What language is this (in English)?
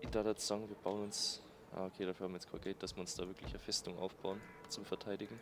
Bavarian